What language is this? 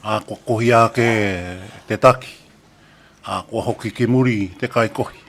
Māori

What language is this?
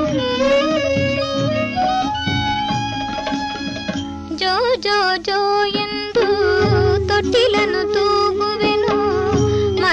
Kannada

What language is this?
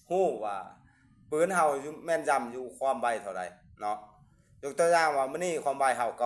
Lao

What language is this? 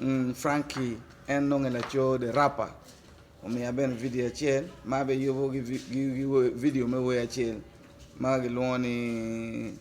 Acoli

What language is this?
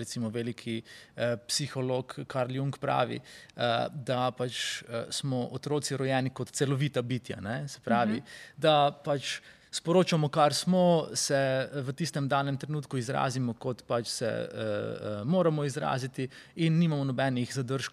Slovenian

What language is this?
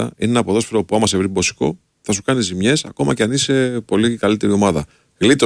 Greek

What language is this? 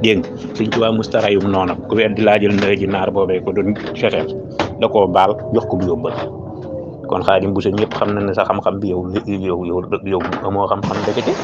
Wolof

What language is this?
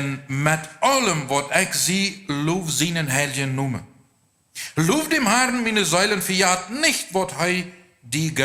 Plautdietsch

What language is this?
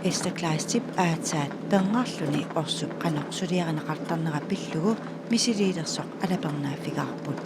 Kalaallisut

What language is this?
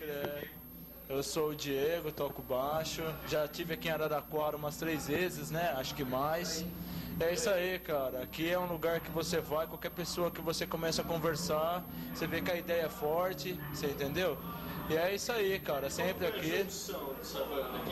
Portuguese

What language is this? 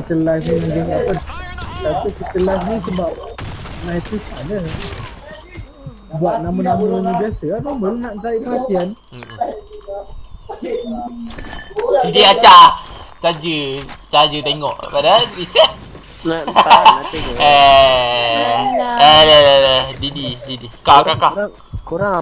Malay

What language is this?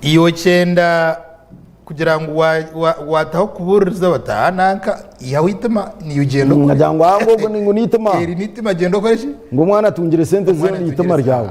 Nyankole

